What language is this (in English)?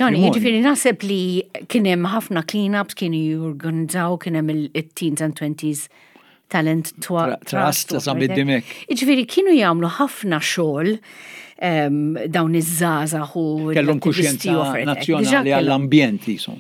Maltese